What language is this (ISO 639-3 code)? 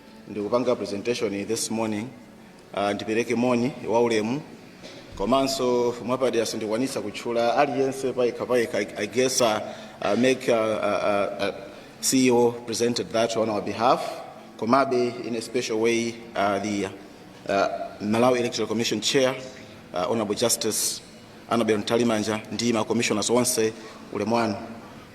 nya